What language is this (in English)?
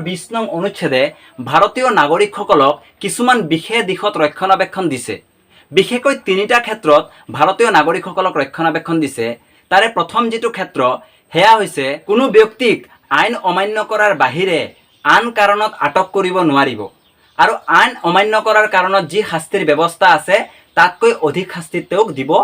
Assamese